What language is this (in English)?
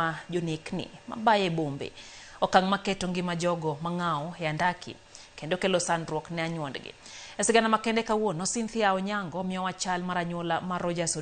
Luo (Kenya and Tanzania)